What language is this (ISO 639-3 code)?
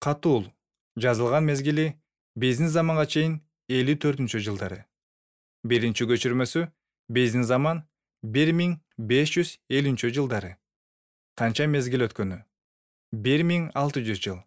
kir